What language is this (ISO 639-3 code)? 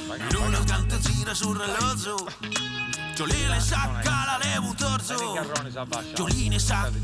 srd